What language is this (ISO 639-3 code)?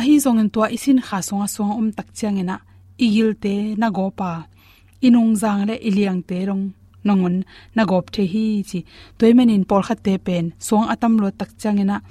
ctd